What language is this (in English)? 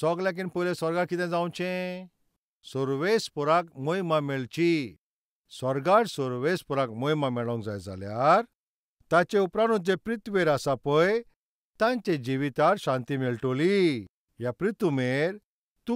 Konkani